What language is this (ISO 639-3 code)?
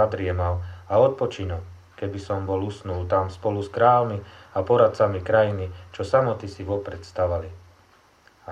slk